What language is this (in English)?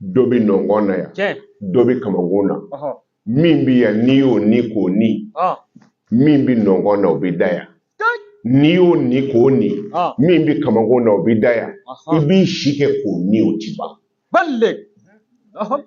Bambara